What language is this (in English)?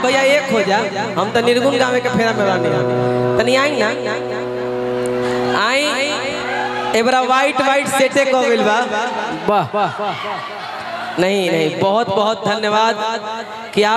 Bhojpuri